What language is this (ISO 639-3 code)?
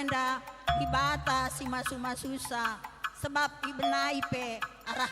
btx